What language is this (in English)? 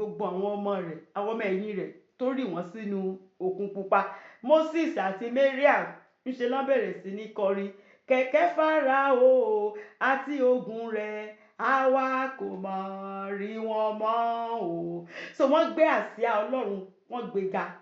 Yoruba